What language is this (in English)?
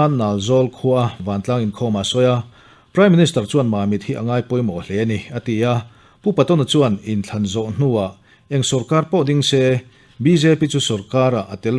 Mizo